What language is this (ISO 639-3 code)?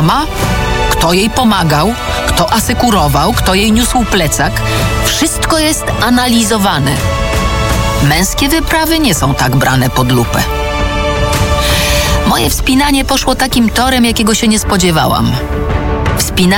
pol